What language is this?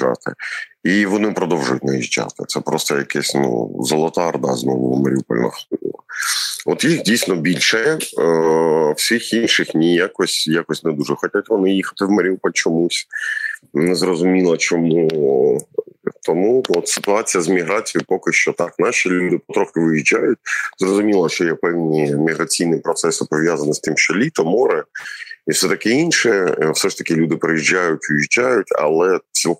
Ukrainian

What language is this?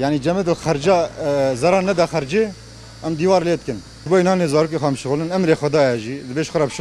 Kurdish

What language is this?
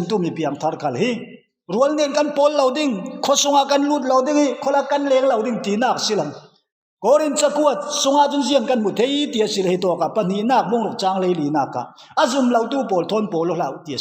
Falam Chin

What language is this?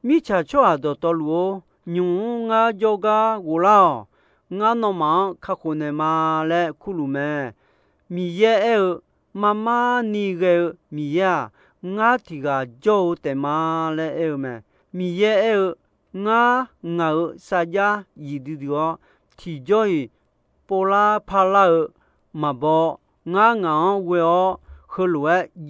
Akha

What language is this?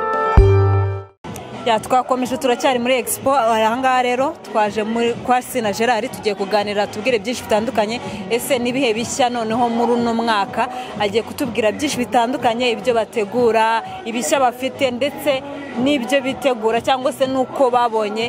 Kinyarwanda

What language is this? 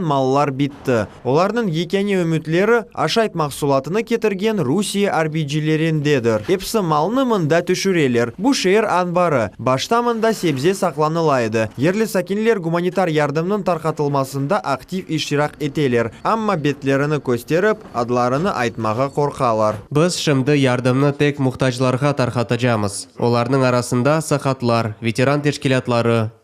Crimean Tatar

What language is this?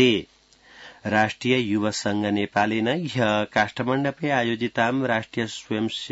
Sanskrit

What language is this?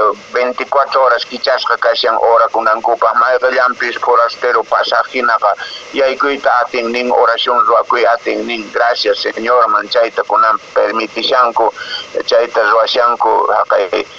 Quechua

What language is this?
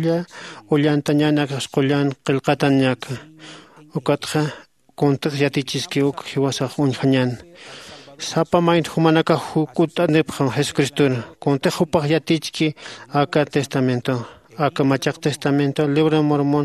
Aymara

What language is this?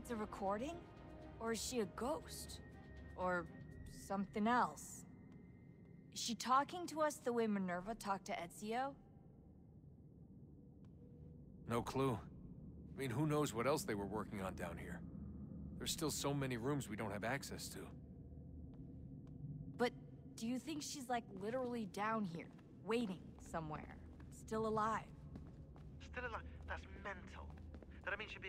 English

